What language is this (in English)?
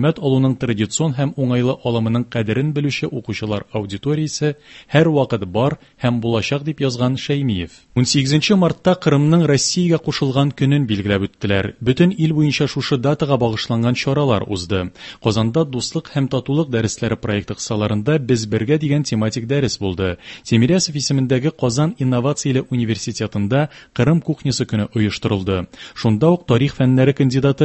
Tatar